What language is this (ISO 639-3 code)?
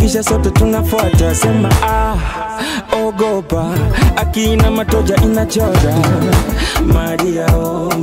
swa